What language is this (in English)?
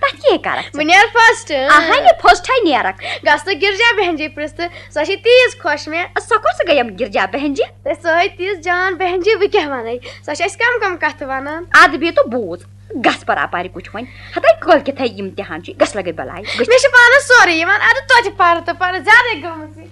Kashmiri